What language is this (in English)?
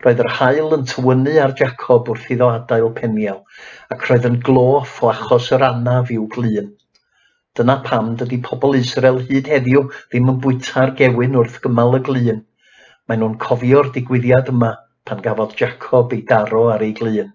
Welsh